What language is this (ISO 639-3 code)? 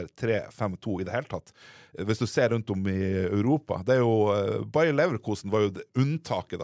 nor